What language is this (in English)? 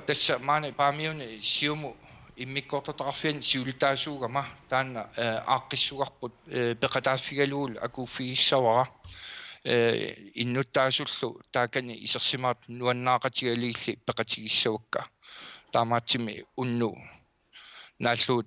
Kalaallisut